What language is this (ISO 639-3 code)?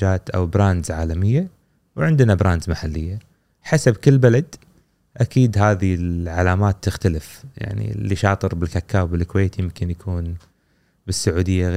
afb